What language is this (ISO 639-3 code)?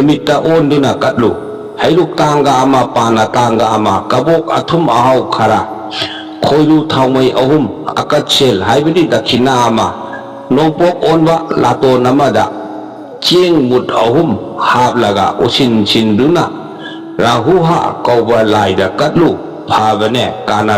mni